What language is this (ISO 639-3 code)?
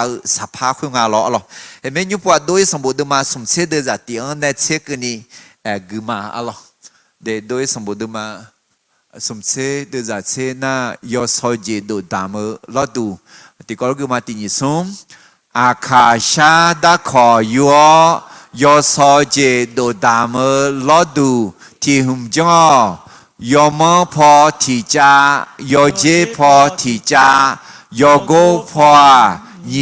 ahk